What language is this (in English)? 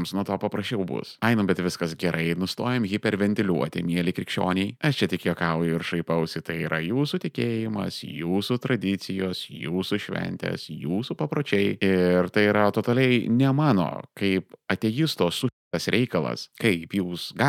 Lithuanian